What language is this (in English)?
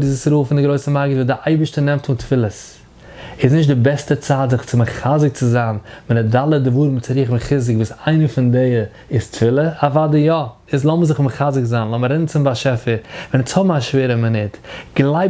Yiddish